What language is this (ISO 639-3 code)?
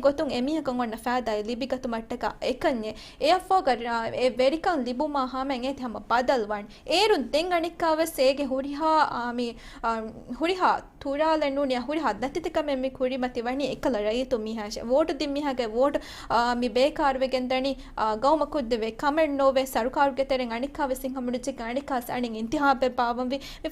div